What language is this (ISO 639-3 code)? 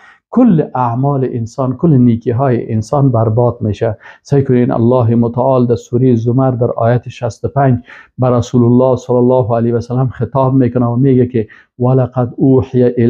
fas